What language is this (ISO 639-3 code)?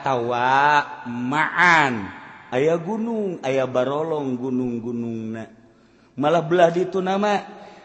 sun